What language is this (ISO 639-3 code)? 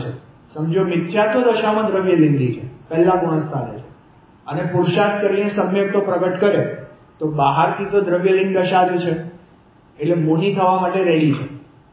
guj